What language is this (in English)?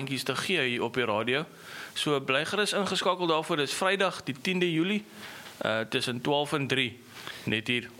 Afrikaans